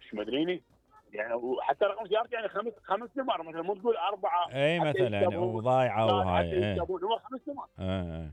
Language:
Mesopotamian Arabic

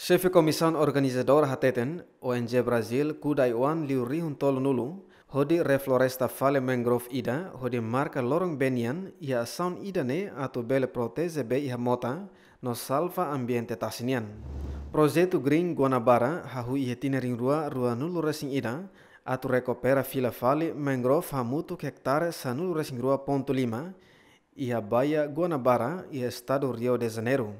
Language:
Tetum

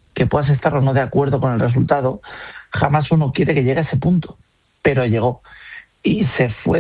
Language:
Spanish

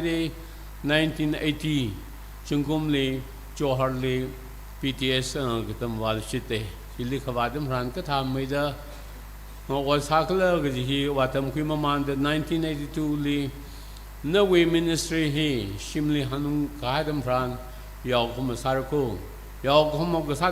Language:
Tangkhul Naga (India)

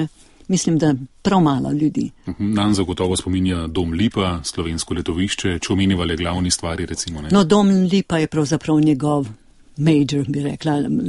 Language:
Slovenian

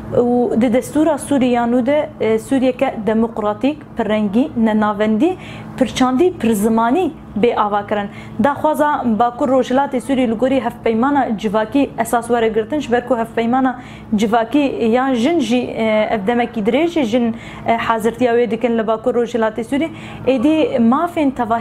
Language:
Kurdish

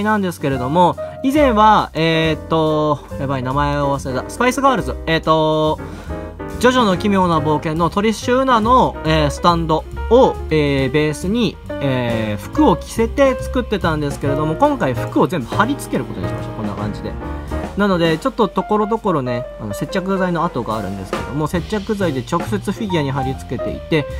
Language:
Japanese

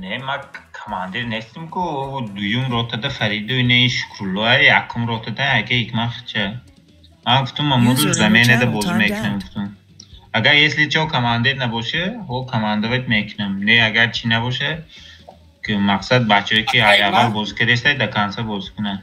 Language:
Tajik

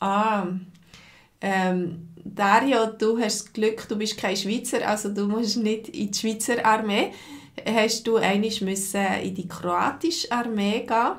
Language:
Swiss German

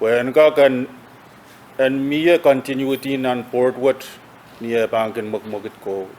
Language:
Pohnpeian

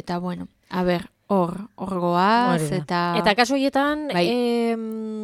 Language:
Basque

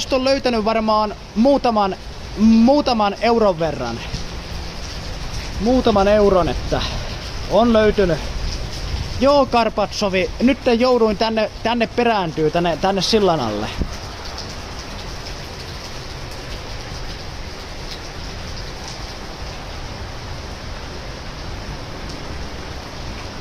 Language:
Finnish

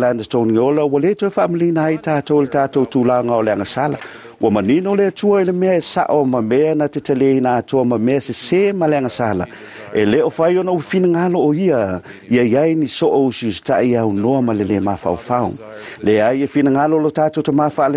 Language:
Samoan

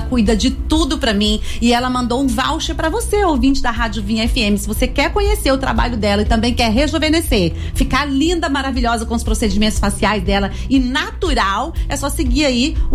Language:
Portuguese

